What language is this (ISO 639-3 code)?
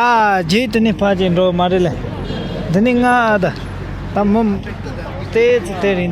bod